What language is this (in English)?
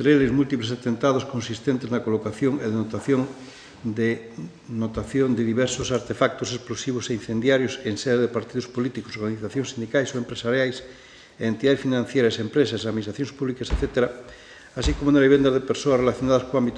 Galician